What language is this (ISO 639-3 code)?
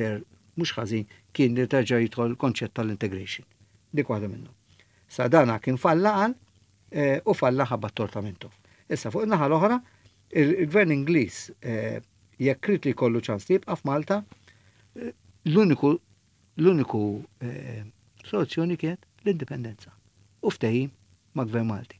mlt